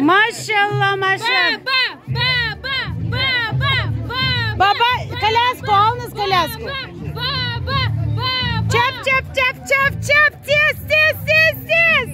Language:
Crimean Tatar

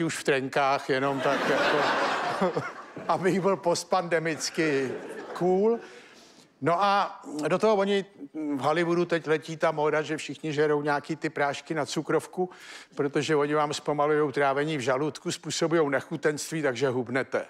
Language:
Czech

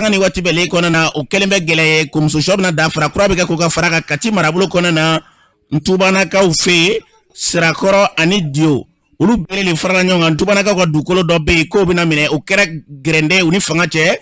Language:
Bambara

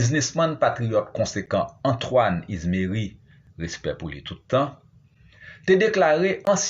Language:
Haitian Creole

